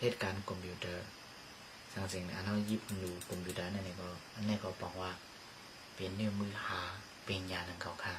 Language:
Shan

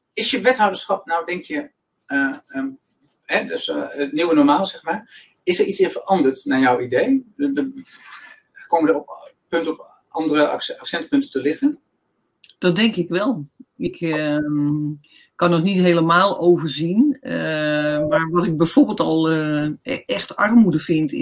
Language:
Dutch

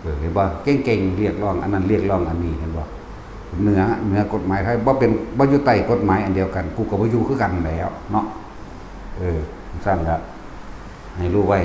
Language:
Northeastern Thai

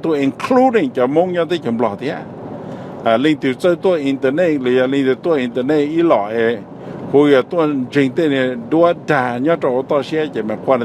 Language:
Hmong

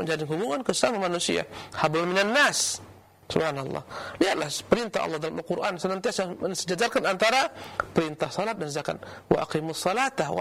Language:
Indonesian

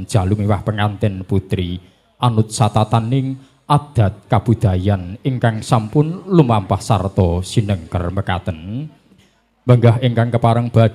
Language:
Javanese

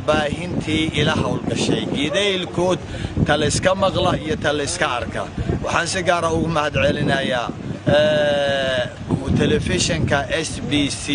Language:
Somali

